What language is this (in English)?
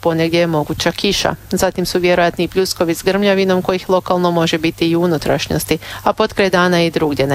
Croatian